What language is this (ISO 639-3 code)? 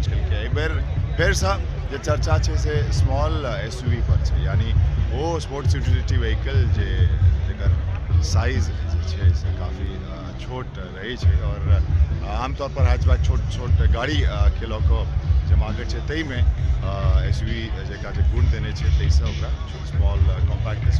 mai